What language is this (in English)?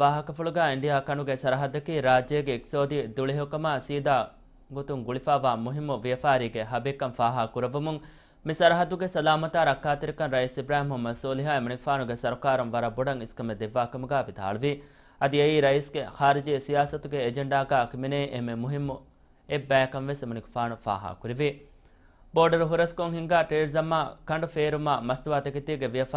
Divehi